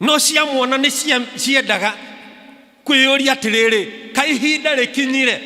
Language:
Kikuyu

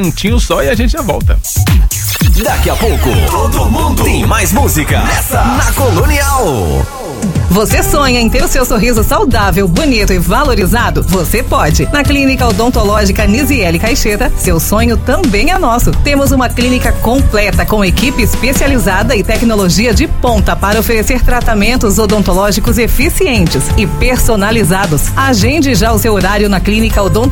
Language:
Portuguese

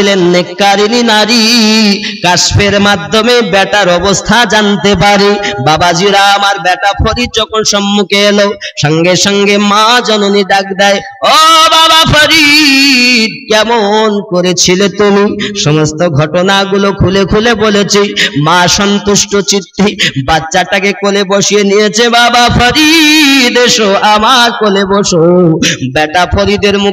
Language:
Bangla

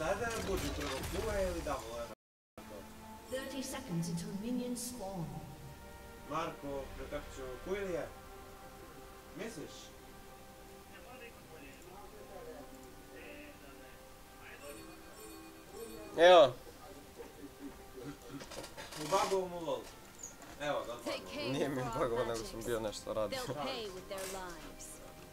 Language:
Croatian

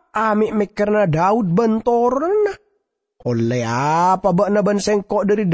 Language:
Madurese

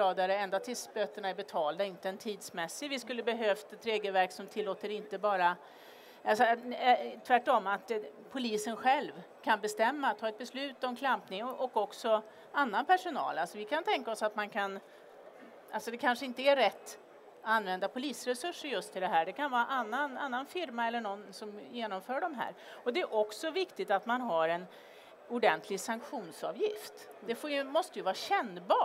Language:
Swedish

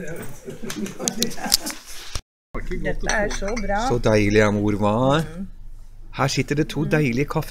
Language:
Norwegian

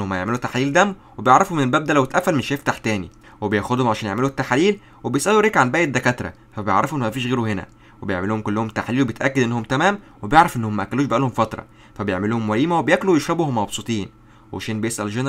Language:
Egyptian Arabic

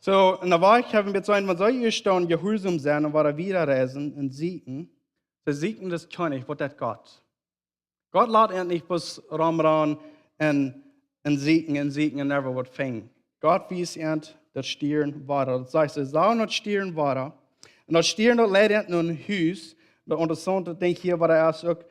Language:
Plautdietsch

